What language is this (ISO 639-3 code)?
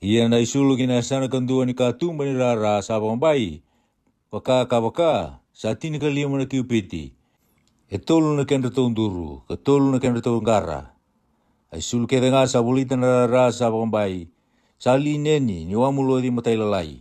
fij